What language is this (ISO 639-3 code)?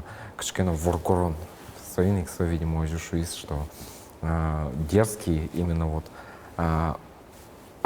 udm